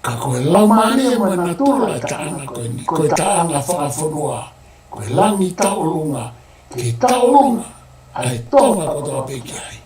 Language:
Tongan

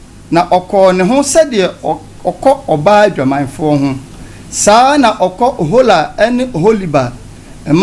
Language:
Akan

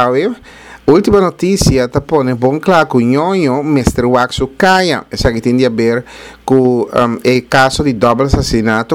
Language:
Papiamento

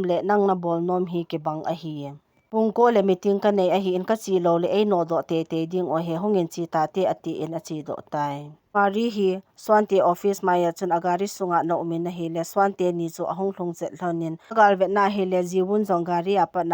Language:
Thado Chin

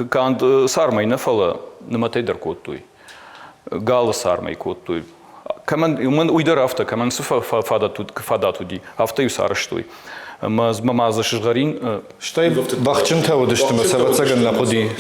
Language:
Ossetic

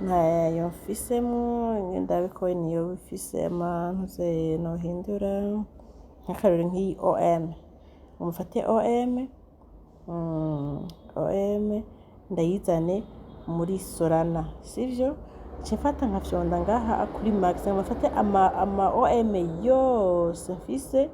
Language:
Rundi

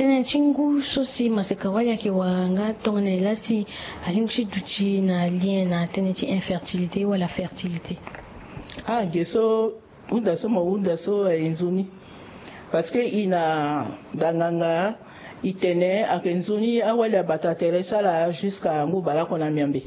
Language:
Sango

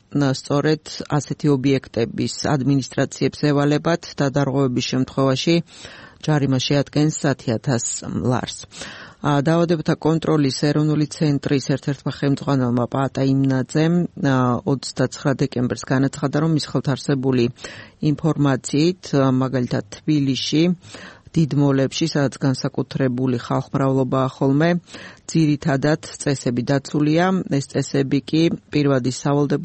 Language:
Georgian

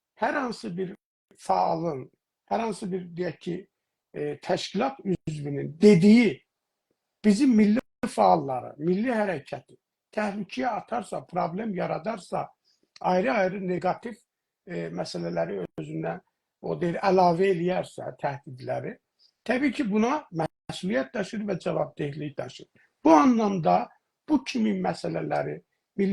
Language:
South Azerbaijani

